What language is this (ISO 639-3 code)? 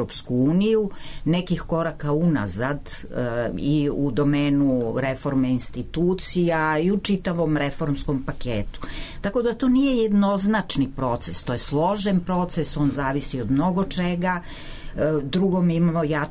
srp